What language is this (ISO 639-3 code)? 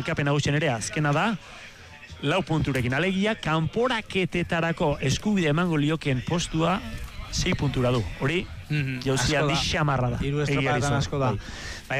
eus